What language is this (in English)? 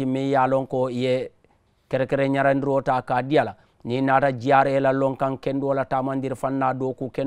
Mandingo